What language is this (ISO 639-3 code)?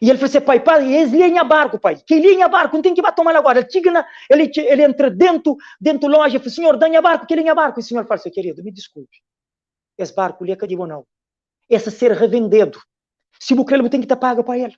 kea